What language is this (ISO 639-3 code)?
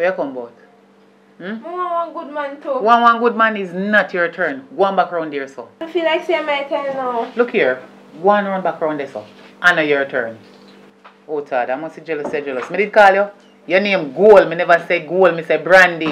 jam